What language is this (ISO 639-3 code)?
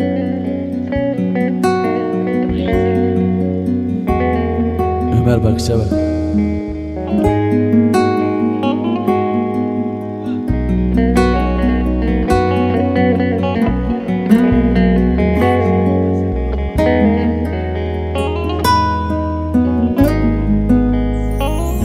tur